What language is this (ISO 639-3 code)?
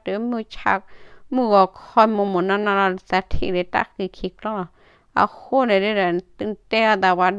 ksw